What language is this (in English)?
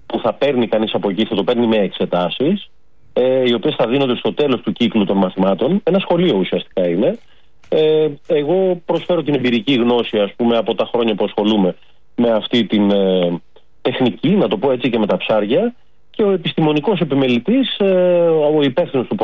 Greek